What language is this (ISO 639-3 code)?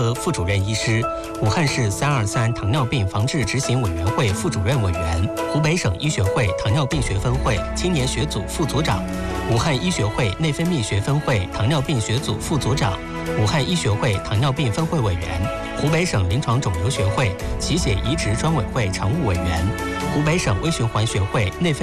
zho